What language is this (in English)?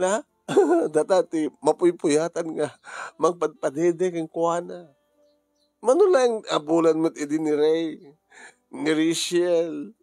Iloko